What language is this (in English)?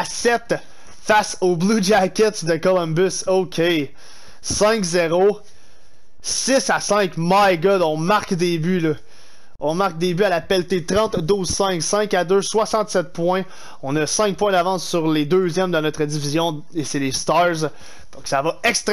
French